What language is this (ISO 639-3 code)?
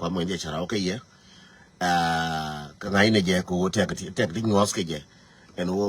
nus